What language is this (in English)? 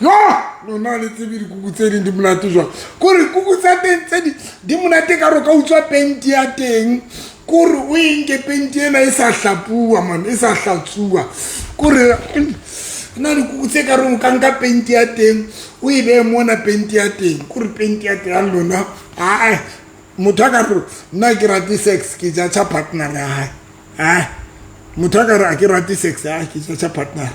Southern Sotho